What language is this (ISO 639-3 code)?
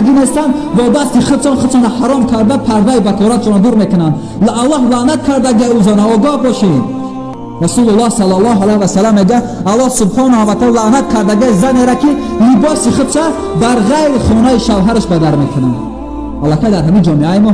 tgk